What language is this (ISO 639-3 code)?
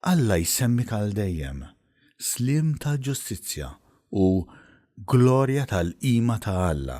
mlt